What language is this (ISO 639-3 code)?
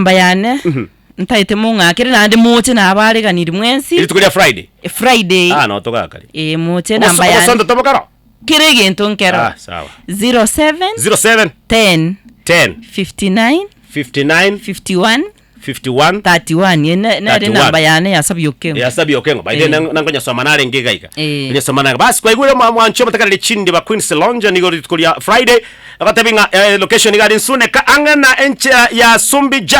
guz